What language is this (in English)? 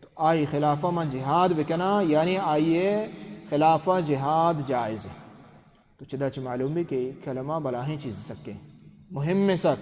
Baluchi